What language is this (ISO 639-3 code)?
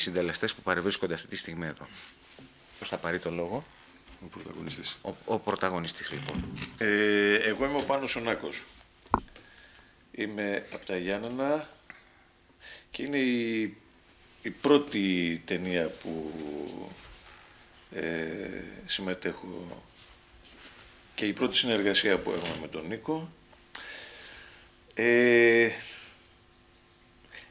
ell